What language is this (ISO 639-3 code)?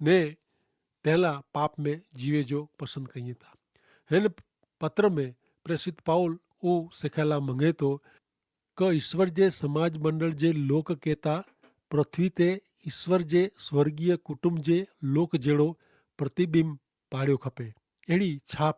kfr